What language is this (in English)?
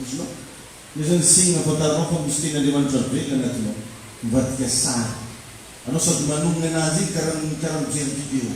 Malagasy